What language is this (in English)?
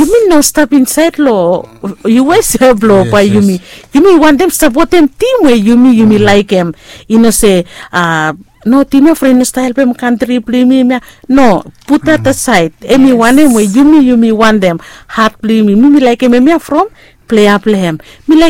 Bislama